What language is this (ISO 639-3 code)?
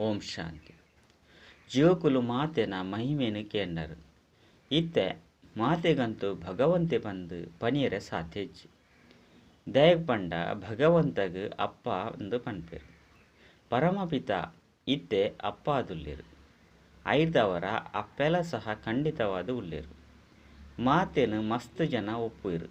tcy